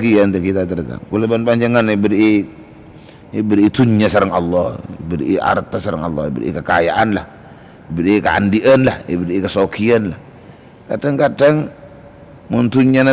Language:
Madurese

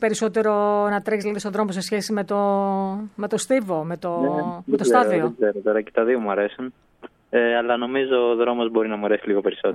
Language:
Greek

